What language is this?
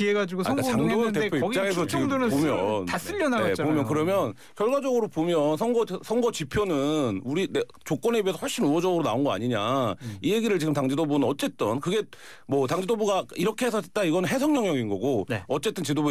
Korean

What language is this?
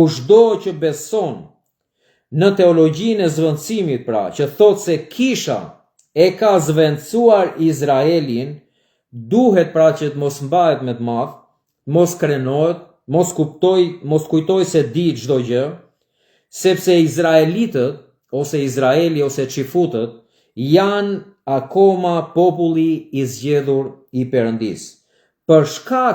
Albanian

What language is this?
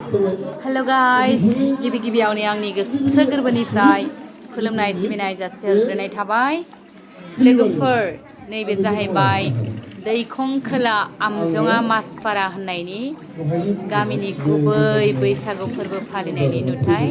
Bodo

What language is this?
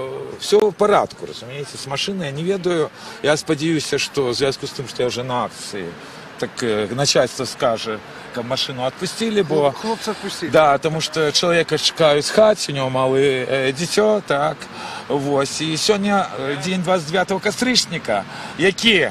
Belarusian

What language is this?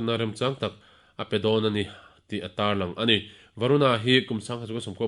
Mizo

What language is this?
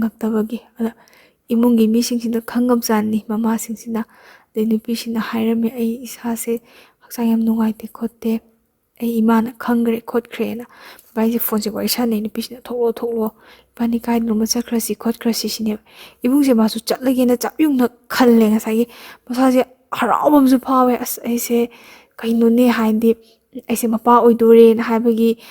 Manipuri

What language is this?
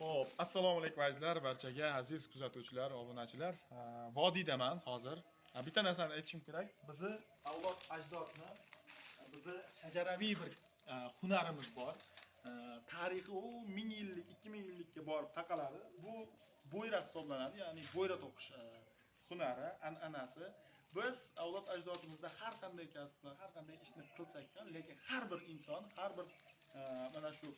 Uzbek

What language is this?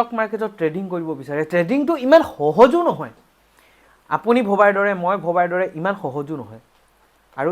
Assamese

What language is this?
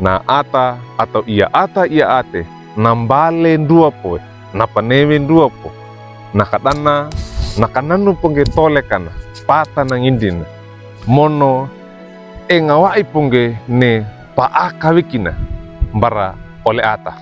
Wejewa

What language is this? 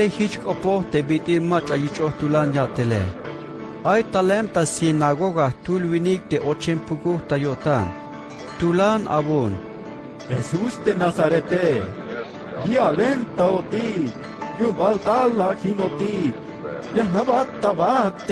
Tzeltal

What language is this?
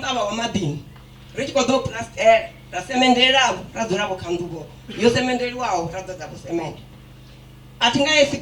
Venda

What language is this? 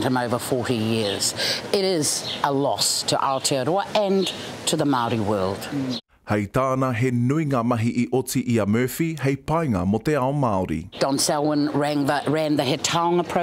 Māori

